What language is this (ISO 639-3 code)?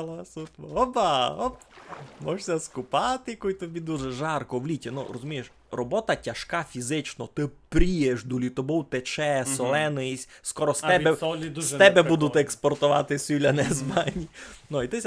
rue